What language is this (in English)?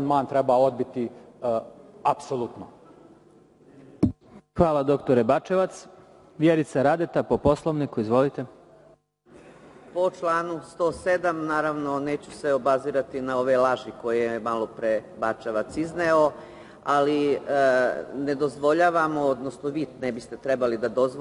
Serbian